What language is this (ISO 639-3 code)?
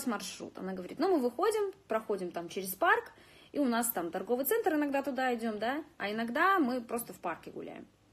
rus